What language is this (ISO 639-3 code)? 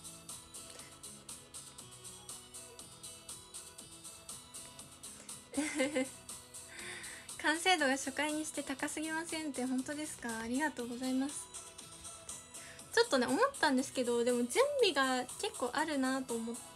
jpn